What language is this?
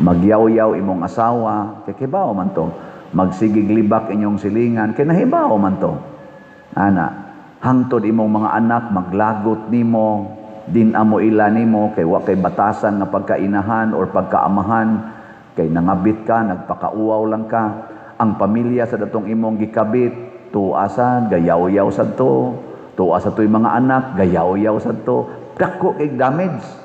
Cebuano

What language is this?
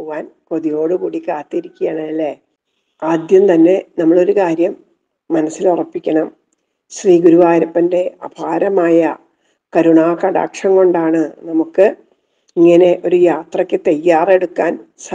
Malayalam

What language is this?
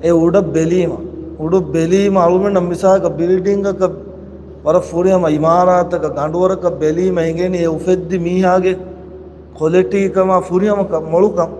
Divehi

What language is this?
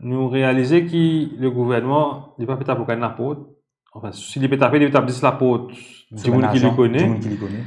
Morisyen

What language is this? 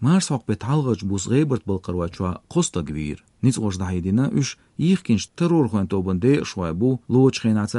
Chechen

